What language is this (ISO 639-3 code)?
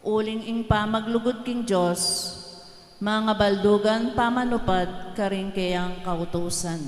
pam